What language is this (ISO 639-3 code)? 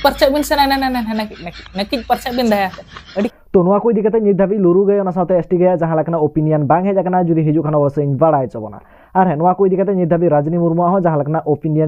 sat